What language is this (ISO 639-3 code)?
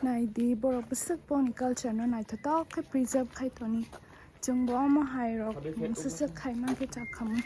trp